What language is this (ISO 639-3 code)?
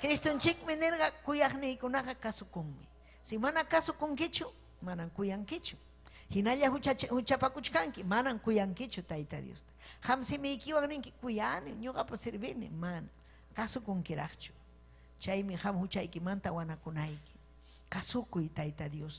quy